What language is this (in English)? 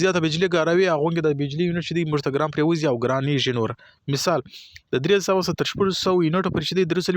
Pashto